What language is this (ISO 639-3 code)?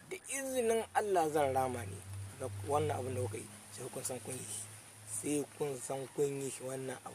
hau